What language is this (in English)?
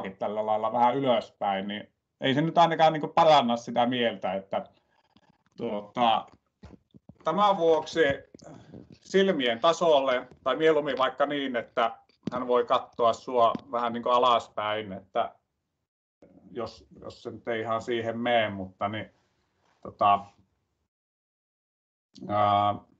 Finnish